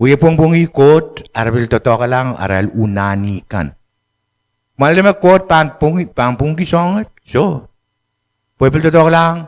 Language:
Pohnpeian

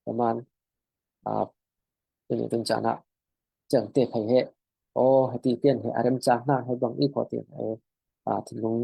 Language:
Falam Chin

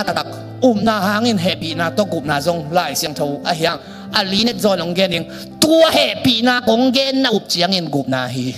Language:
Tedim Chin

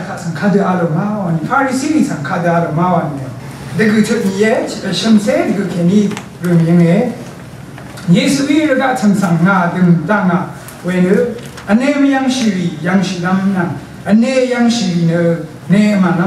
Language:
Rawang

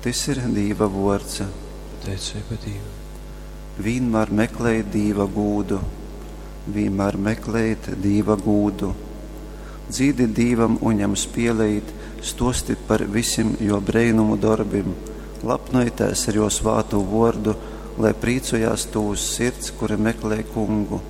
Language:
Latgalian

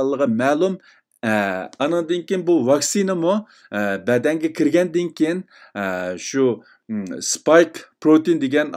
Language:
Uyghur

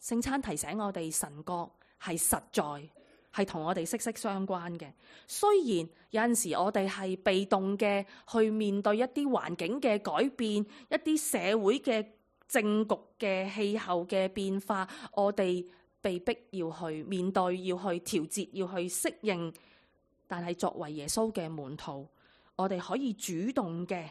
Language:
Cantonese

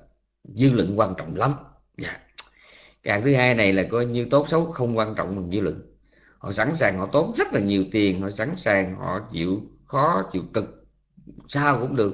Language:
Vietnamese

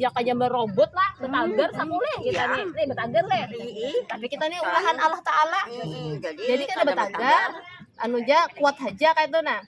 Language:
Banjar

